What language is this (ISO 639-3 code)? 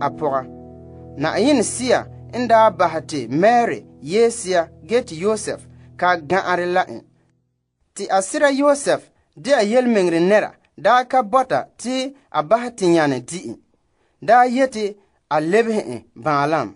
gur